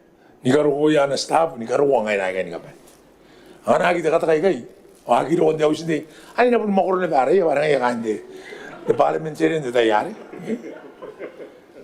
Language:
Gilbertese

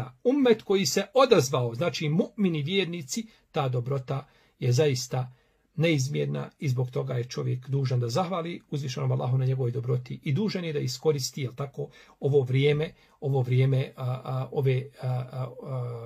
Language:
Bosnian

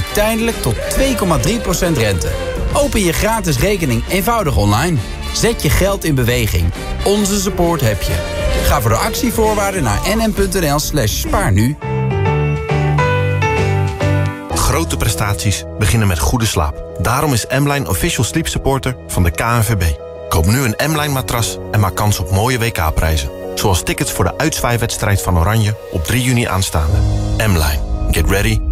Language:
Dutch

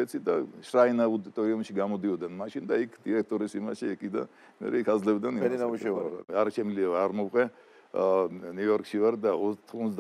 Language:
Georgian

